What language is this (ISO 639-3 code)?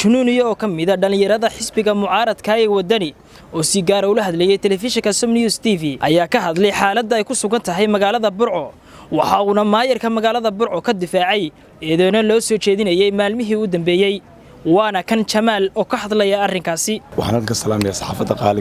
som